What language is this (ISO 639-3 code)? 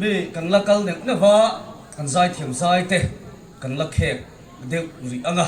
lus